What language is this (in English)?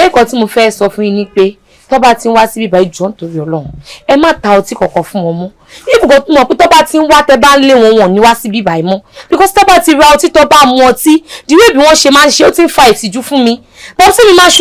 Yoruba